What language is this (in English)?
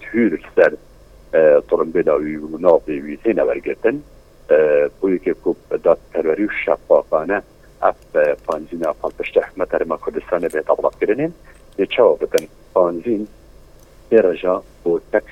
Kurdish